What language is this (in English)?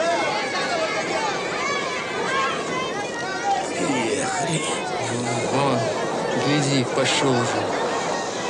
Russian